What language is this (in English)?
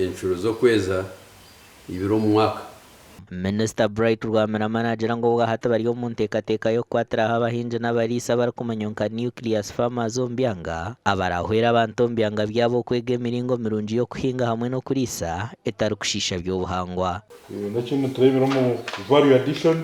Nyankole